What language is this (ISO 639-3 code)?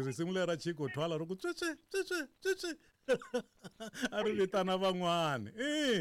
tso